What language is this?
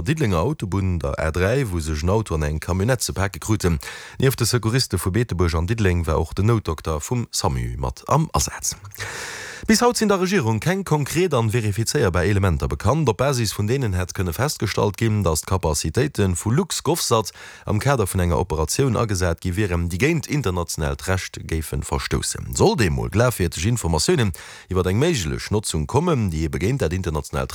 Luxembourgish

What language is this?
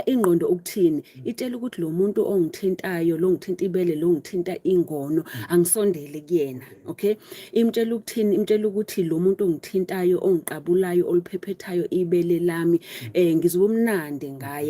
Zulu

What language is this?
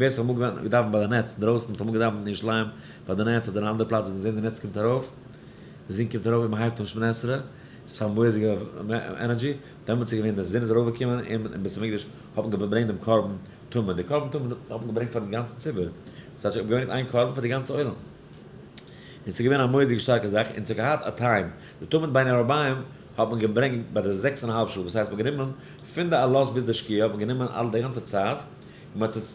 Yiddish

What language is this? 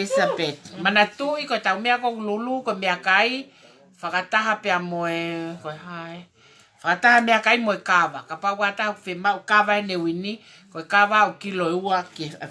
Tongan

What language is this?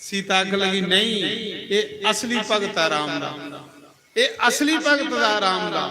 Dogri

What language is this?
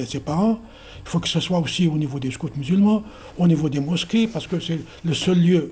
French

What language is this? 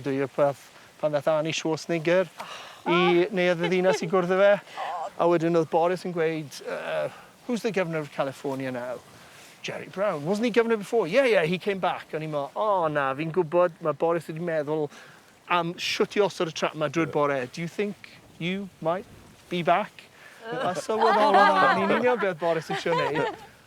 Welsh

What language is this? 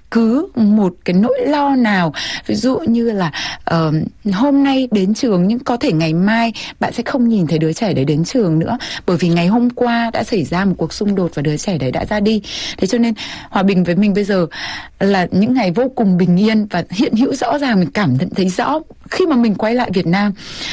Vietnamese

